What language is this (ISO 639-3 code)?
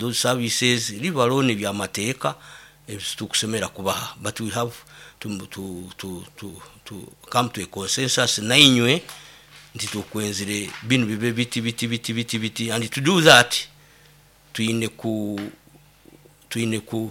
nyo